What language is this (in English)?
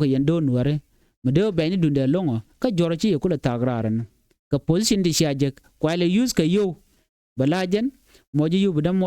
Nuer